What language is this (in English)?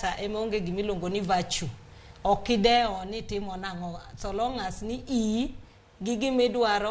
Luo (Kenya and Tanzania)